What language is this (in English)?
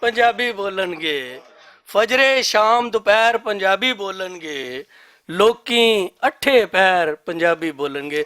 Western Panjabi